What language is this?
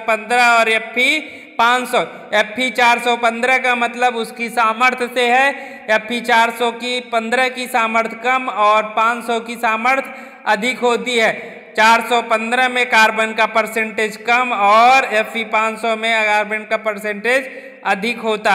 Hindi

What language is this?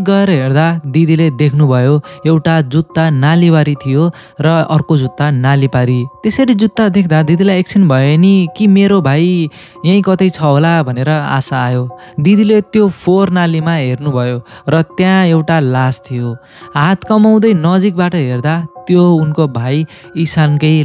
Nepali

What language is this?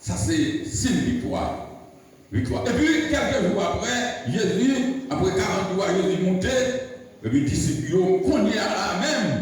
Haitian Creole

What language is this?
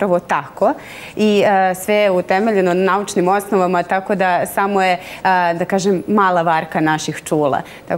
Serbian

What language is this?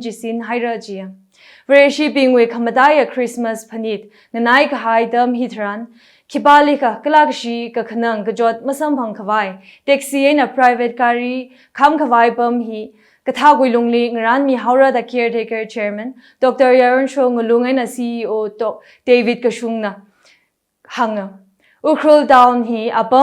Tangkhul Naga (India)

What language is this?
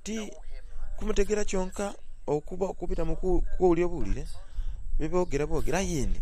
Soga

